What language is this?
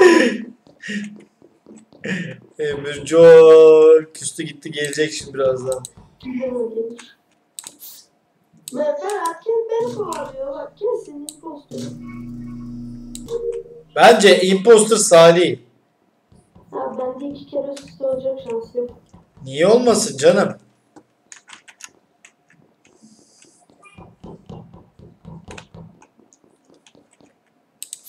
Turkish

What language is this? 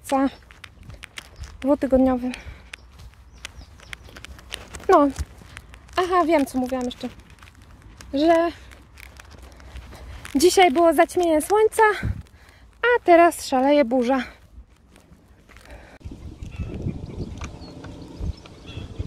Polish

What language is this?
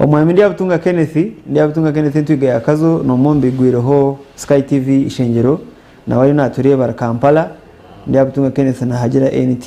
Nyankole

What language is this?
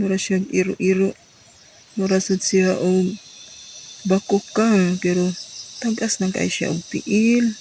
Cebuano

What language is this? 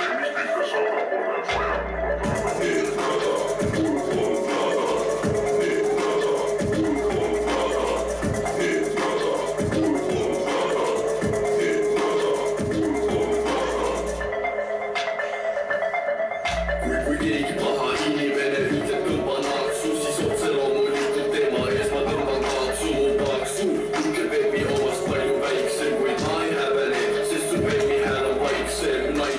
Estonian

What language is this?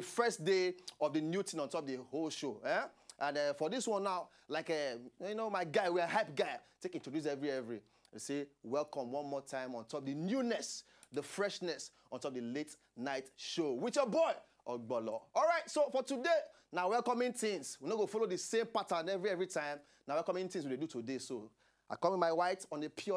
Nigerian Pidgin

